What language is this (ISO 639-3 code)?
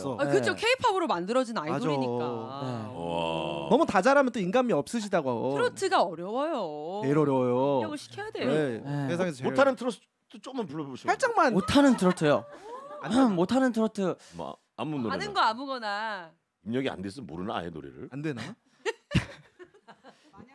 kor